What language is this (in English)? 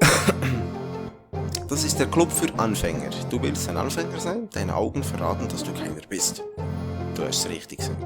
Swiss German